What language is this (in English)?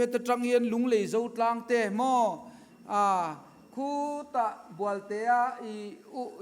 Mizo